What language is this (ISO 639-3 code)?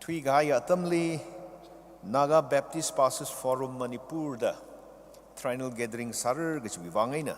nmf